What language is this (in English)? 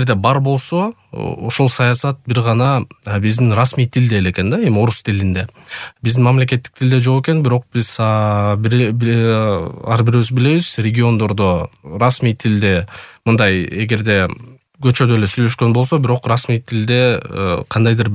Kyrgyz